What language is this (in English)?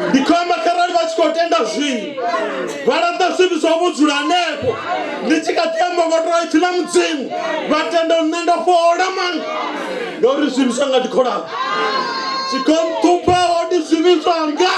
Venda